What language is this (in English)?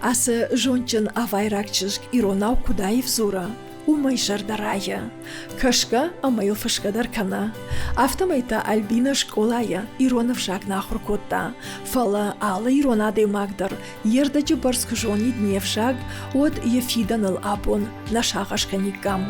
Ossetic